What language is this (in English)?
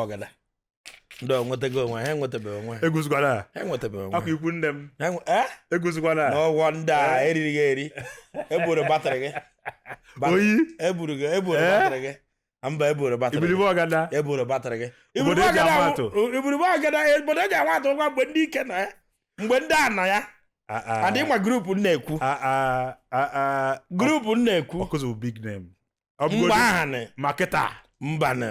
Igbo